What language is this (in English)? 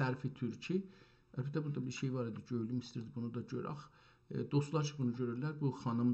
South Azerbaijani